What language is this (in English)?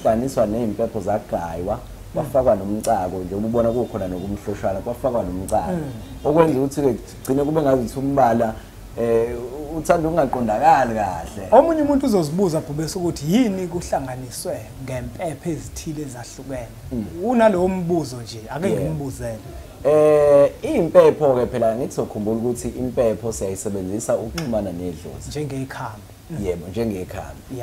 Zulu